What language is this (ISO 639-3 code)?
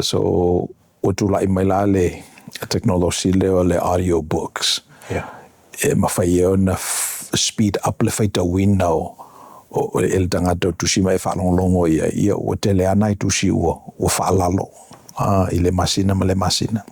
smo